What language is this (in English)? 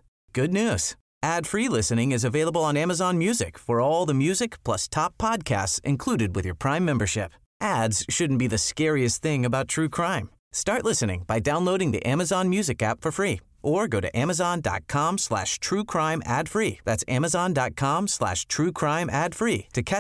English